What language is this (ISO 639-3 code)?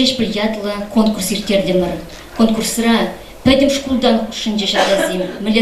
chv